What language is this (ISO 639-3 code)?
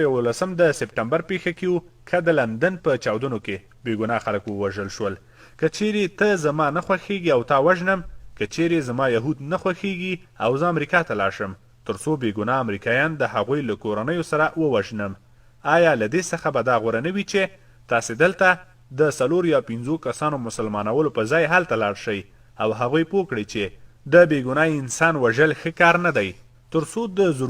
pus